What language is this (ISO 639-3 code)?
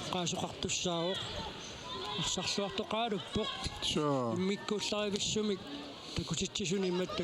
kal